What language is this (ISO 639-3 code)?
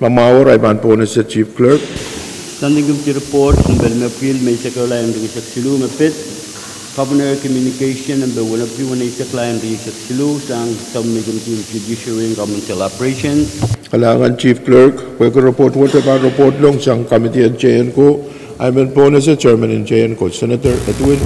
pon